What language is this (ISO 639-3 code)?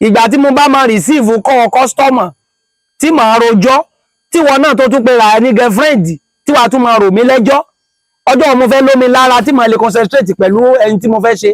yor